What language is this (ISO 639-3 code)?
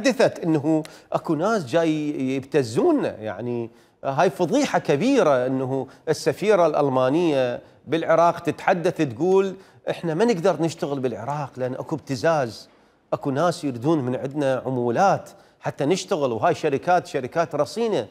acm